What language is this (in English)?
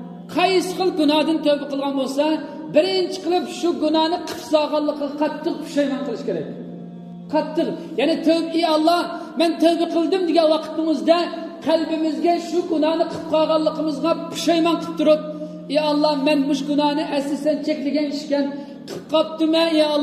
Uyghur